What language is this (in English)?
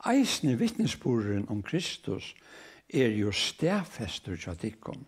Faroese